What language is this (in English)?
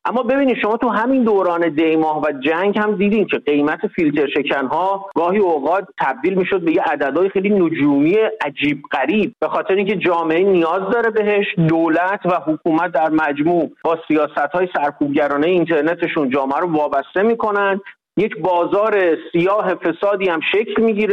Persian